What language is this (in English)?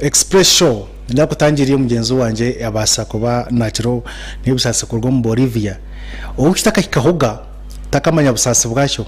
Nyankole